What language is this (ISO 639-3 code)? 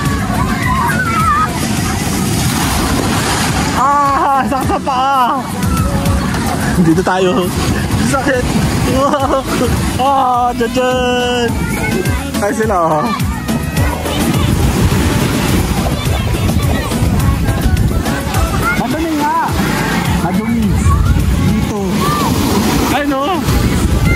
fil